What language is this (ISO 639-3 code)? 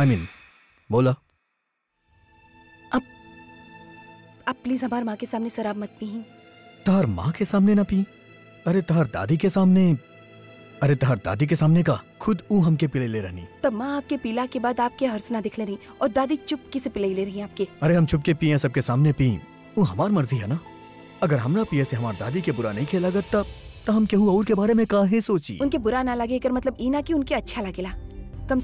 bho